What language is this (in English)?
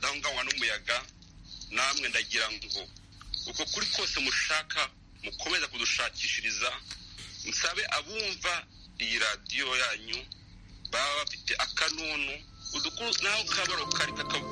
Kinyarwanda